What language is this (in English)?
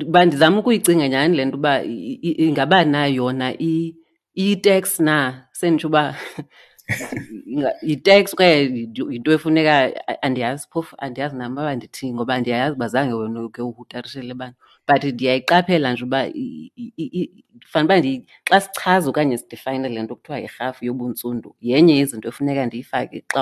Xhosa